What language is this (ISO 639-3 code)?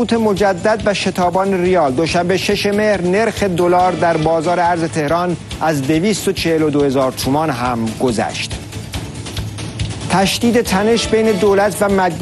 fas